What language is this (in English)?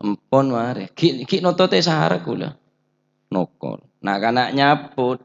Madurese